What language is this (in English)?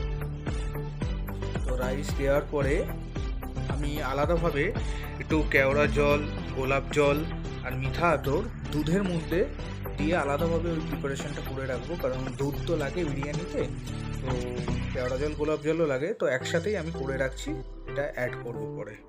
Bangla